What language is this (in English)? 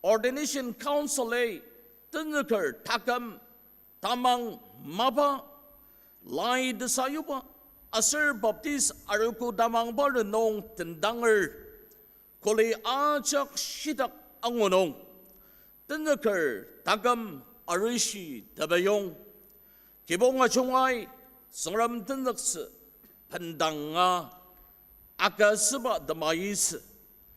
Ao Naga